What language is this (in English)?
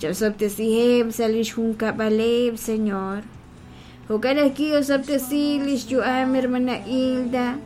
Kekchí